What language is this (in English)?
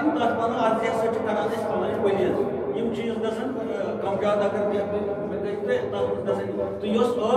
Kashmiri